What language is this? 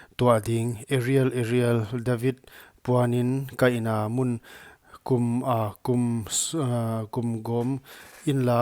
Paite Chin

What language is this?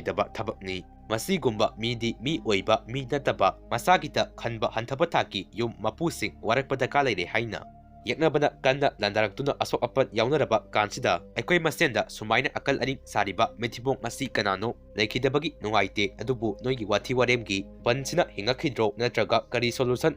Manipuri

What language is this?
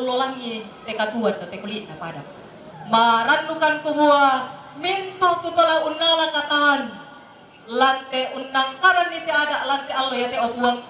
Toraja-Sa'dan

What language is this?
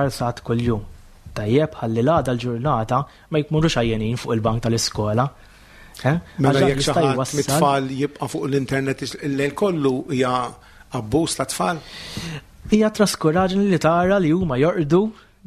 Maltese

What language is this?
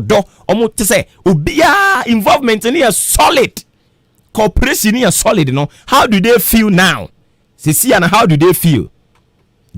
Akan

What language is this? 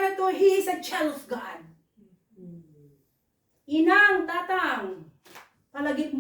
Iloko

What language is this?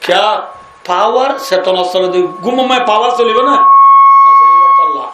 Rohingya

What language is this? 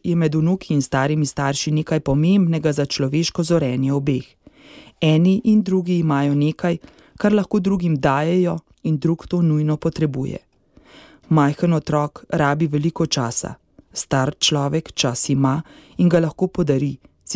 Slovenian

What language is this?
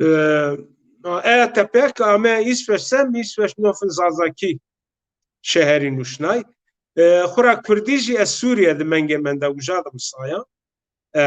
Zaza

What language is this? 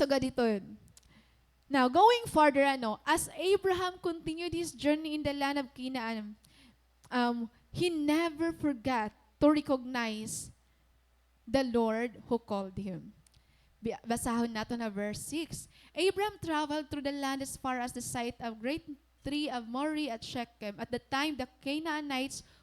Waray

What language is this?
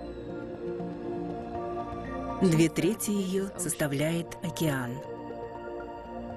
Russian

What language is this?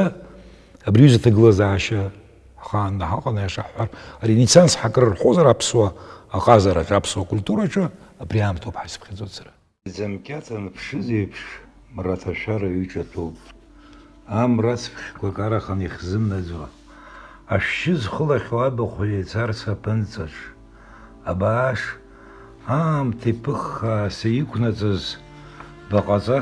Abkhazian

